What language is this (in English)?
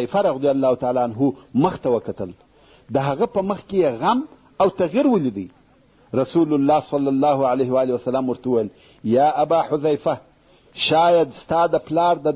Pashto